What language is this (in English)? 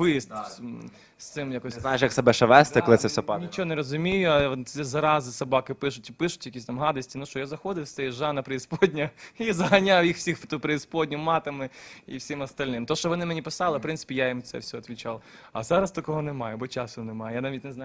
Ukrainian